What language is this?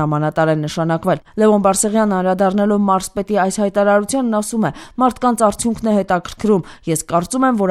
Armenian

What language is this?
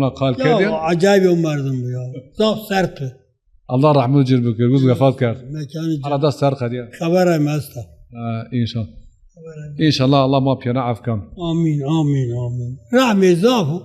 Zaza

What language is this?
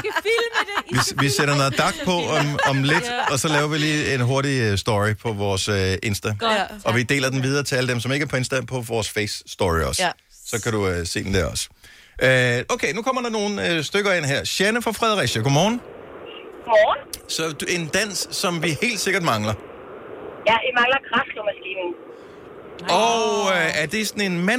Danish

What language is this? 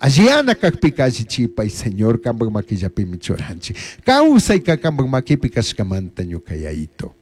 Chimborazo Highland Quichua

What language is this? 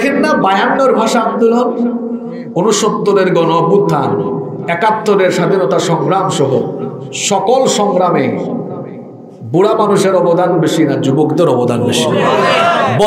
Bangla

